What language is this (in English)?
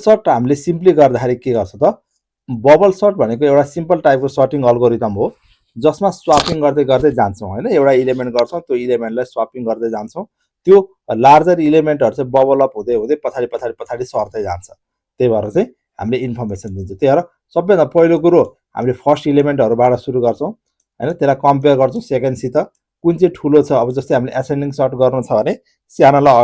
Nepali